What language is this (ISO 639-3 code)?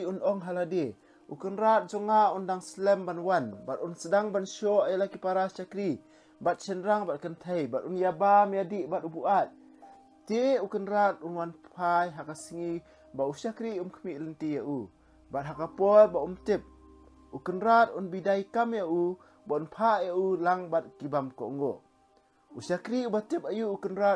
kha